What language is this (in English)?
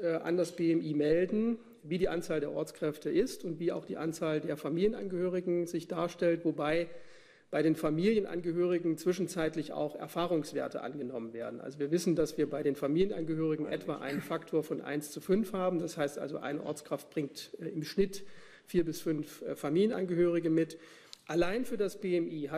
German